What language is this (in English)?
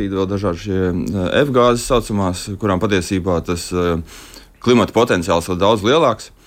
Latvian